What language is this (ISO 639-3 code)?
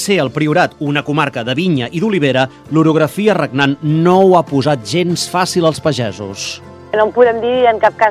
cat